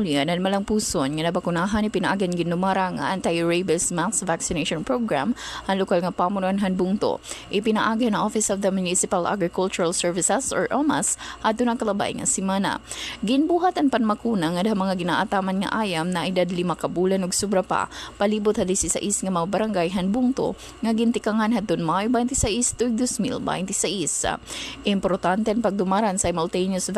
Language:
Waray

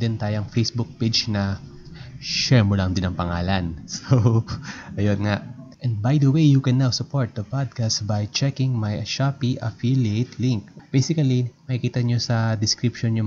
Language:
Filipino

